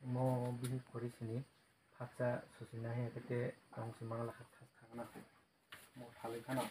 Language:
Kok Borok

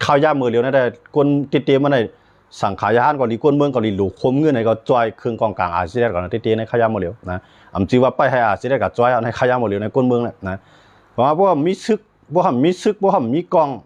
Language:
Shan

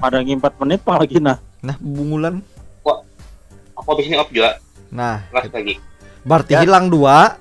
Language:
Banjar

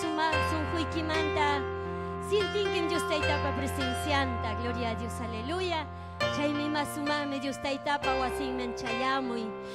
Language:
Ayacucho Quechua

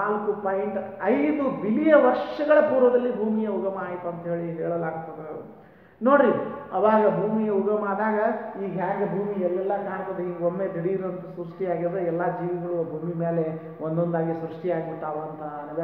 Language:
Kannada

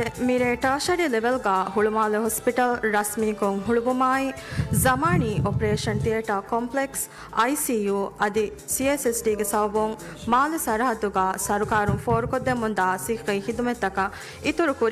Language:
Divehi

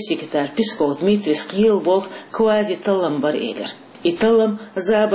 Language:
Chechen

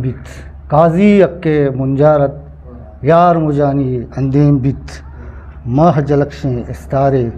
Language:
Eastern Balochi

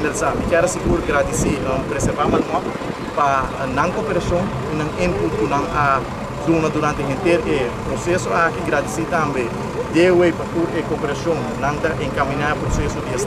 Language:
Papiamento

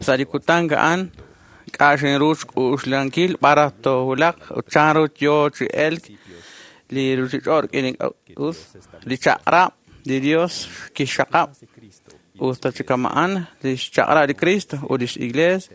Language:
Kekchí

